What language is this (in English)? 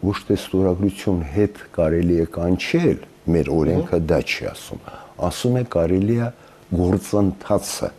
Armenian